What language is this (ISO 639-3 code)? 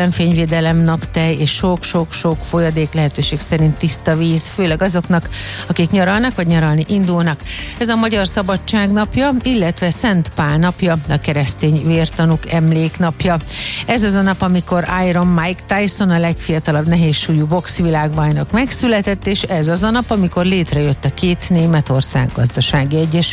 hun